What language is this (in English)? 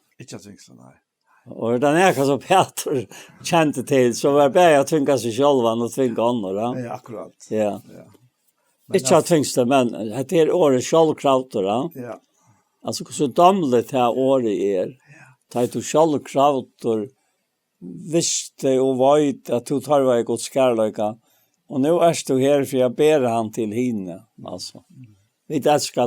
Faroese